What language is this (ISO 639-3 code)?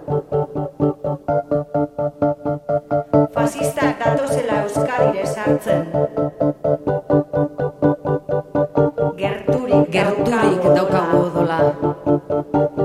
eus